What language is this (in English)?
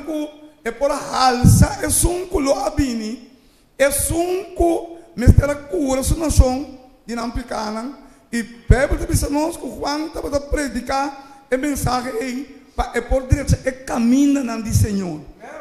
Papiamento